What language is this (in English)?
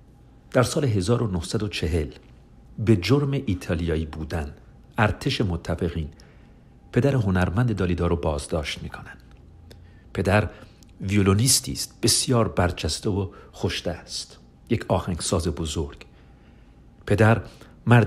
Persian